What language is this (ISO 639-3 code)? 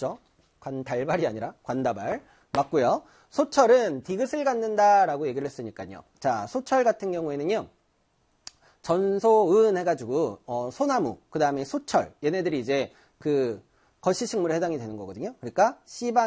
kor